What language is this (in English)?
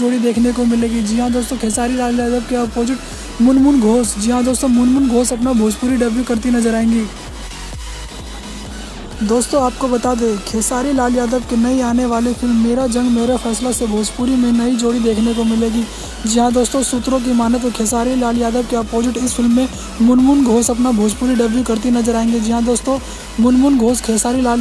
Hindi